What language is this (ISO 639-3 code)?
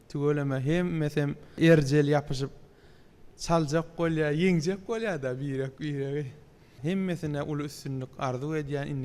tuk